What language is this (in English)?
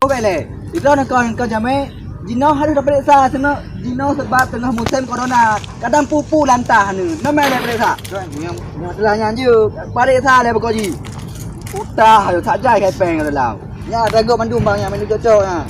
Achinese